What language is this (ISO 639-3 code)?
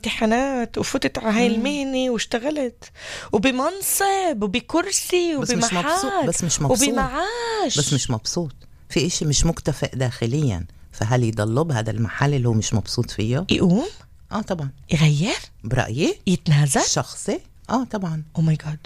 apc